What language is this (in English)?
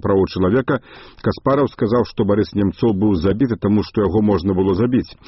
Belarusian